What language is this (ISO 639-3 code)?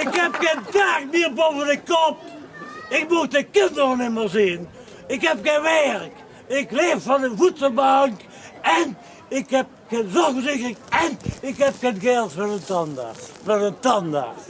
lim